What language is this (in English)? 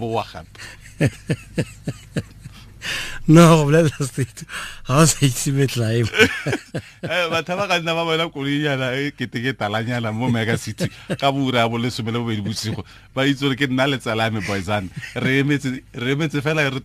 Tswana